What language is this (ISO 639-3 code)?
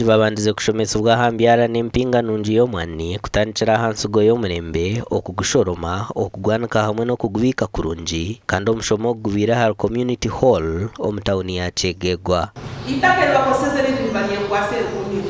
nyn